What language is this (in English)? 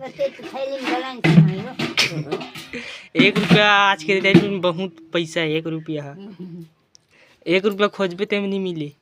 Chhattisgarhi